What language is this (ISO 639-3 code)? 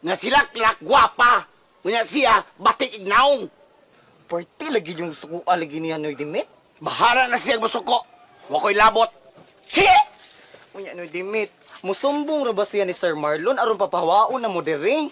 ceb